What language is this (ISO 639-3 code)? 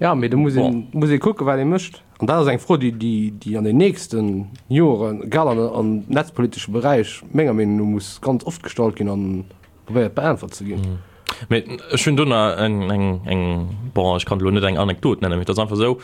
ltz